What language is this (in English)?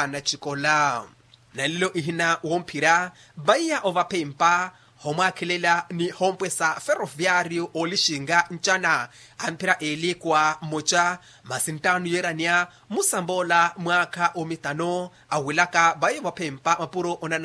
Makhuwa